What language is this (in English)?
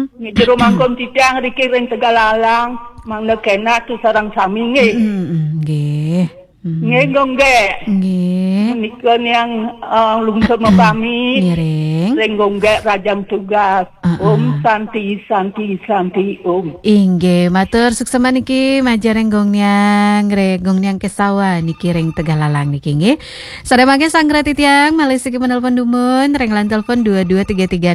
Balinese